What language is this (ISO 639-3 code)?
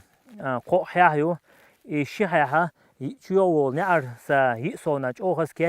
che